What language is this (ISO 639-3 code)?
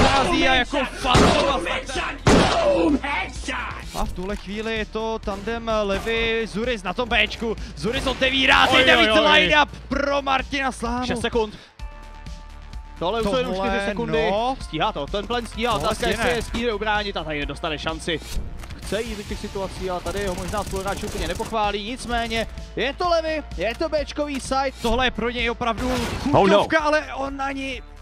ces